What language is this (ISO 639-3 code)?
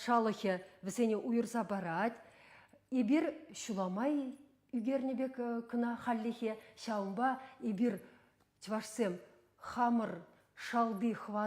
chv